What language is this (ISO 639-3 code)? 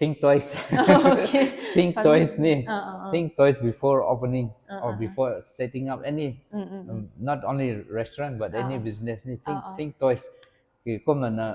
nbu